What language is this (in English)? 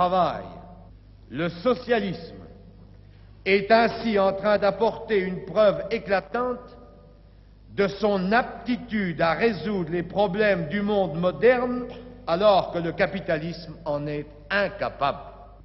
French